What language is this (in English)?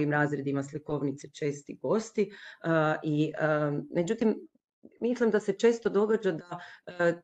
Croatian